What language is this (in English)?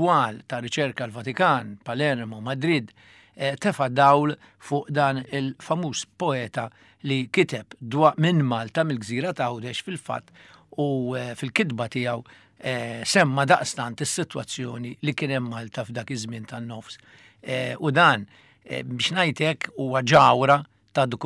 Maltese